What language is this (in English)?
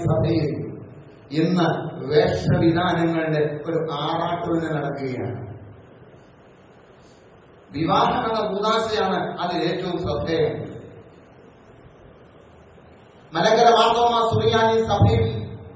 Malayalam